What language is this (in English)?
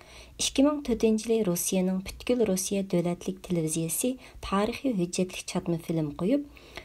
Uyghur